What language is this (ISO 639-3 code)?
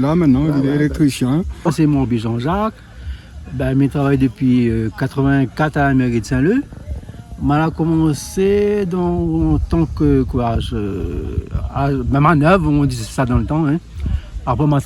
rcf